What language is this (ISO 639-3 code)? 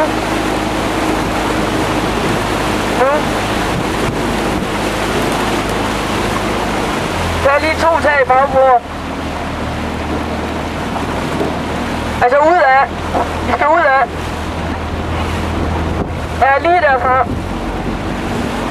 dan